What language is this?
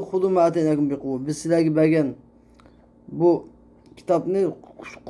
Uyghur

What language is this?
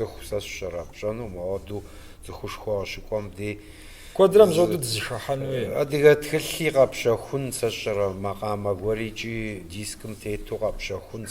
Kabardian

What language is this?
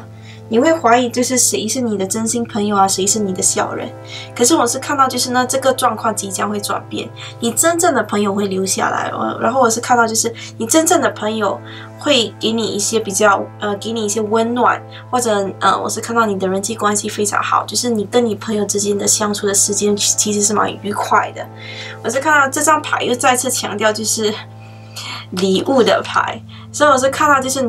Chinese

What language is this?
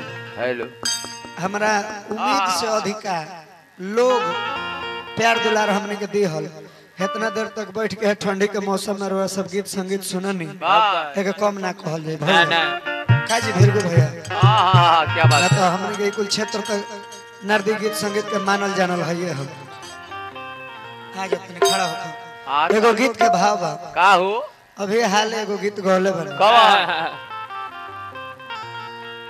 Bhojpuri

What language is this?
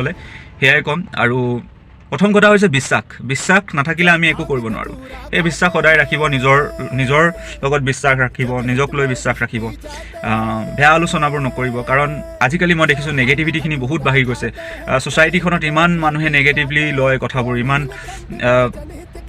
Assamese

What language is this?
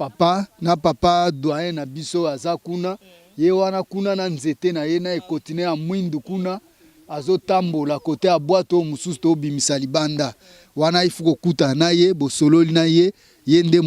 Lingala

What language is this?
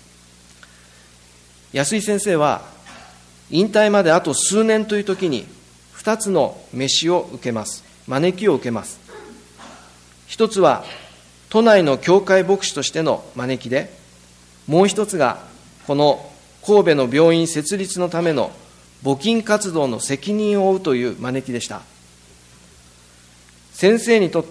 Japanese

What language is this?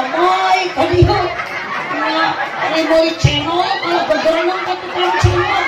Sundanese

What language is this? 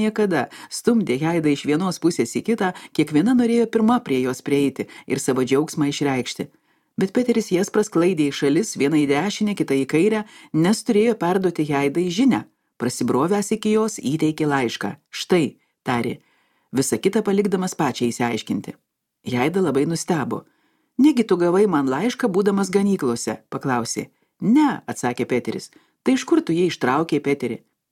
Lithuanian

